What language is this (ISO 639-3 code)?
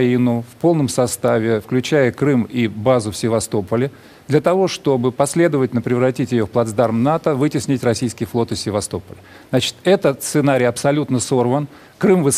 rus